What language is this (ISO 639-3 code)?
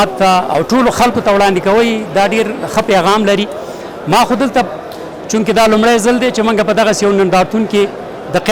pus